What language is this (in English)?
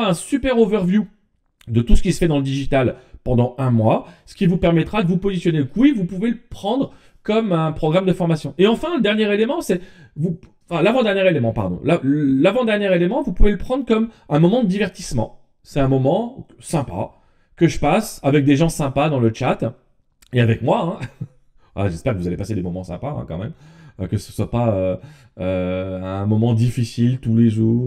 French